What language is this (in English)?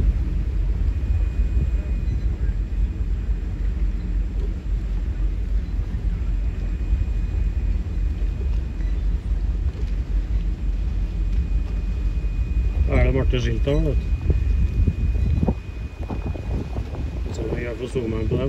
Norwegian